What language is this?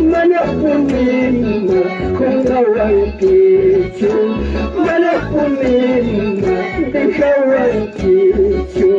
Ayacucho Quechua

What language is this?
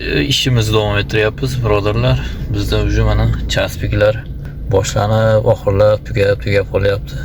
Uzbek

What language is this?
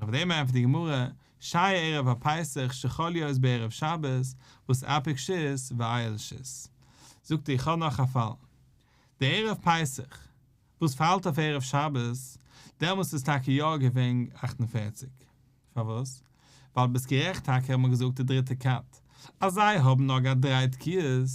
Yiddish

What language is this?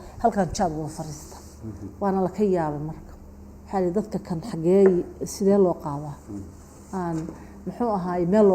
Somali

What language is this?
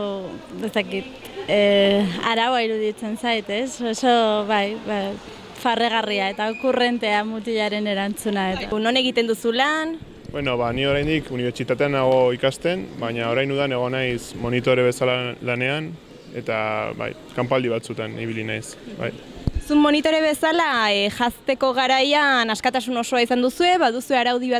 Basque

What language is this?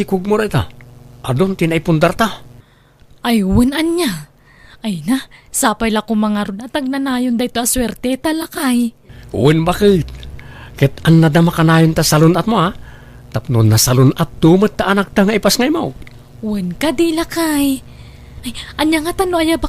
Iloko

